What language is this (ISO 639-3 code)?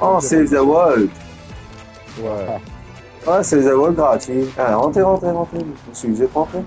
mfe